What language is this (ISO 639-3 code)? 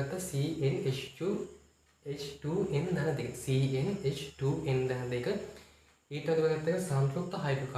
sin